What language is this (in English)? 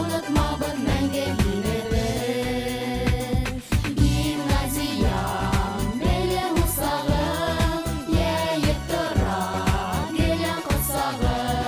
Bashkir